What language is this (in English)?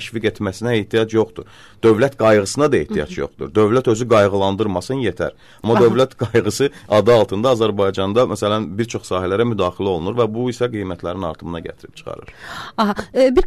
Azerbaijani